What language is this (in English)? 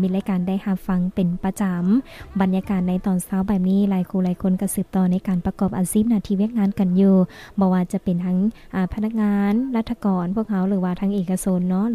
Lao